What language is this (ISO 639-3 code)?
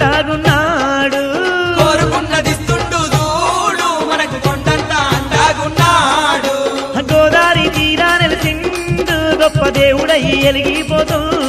tel